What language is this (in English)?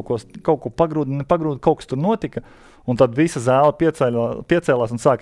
Latvian